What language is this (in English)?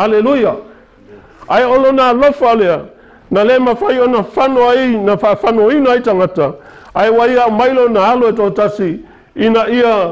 Samoan